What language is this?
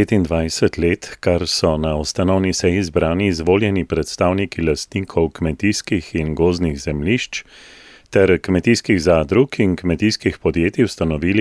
Slovenian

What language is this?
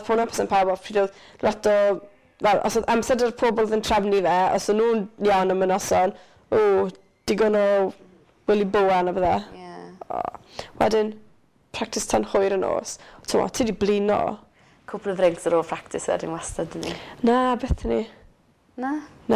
Welsh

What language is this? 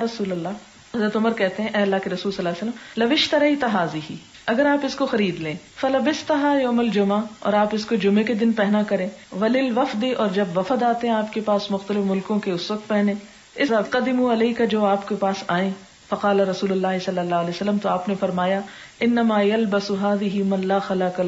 Urdu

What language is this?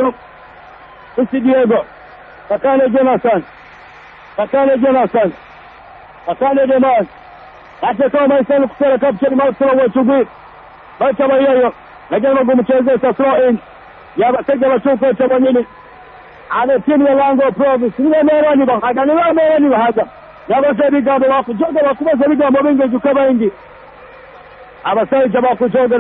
Swahili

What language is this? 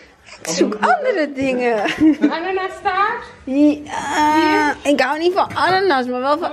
Dutch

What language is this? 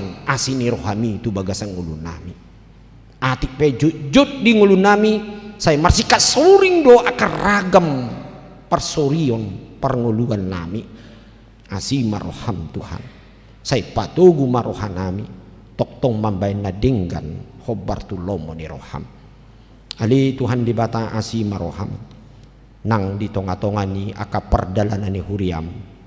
Batak Toba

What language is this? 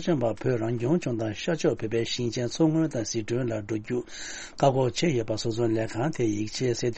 Tibetan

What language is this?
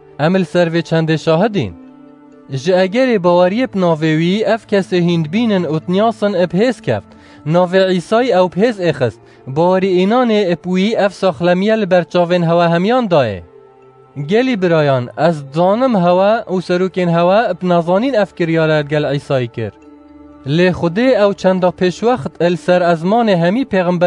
Kurdish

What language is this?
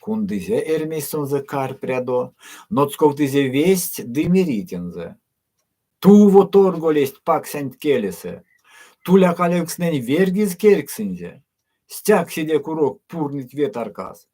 Erzya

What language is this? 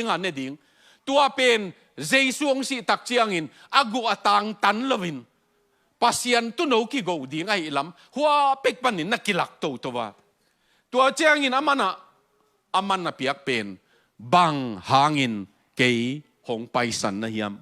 Tedim Chin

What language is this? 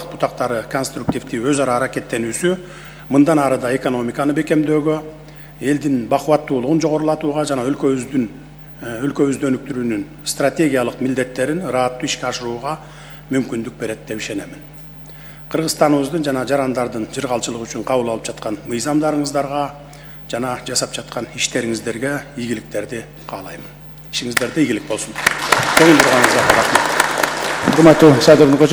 Kyrgyz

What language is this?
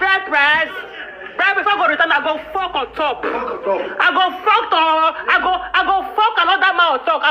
Nigerian Pidgin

